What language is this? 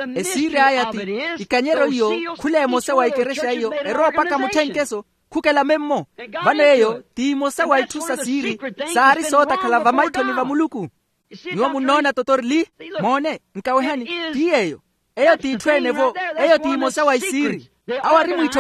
Makhuwa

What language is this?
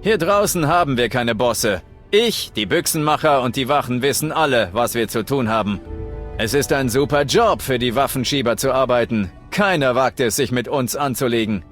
Bavarian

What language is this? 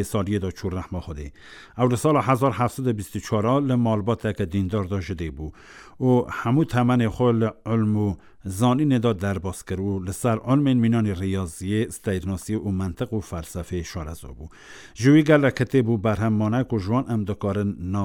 Kurdish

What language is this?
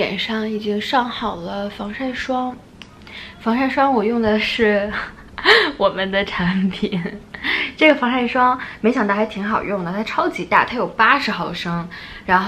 Chinese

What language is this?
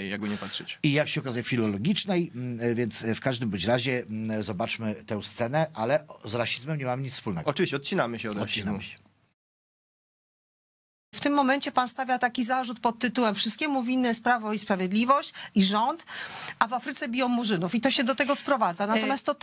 Polish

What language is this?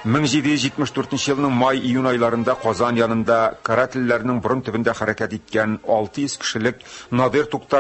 Tatar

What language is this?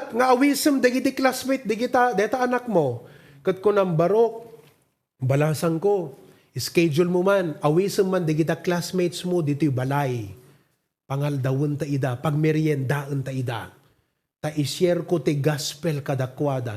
Iloko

